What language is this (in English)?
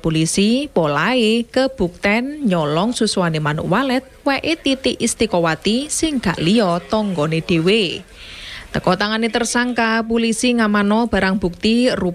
Javanese